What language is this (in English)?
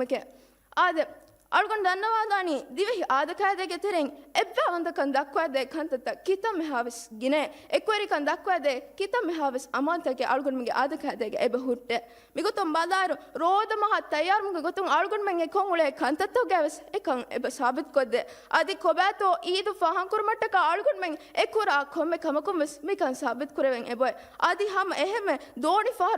Divehi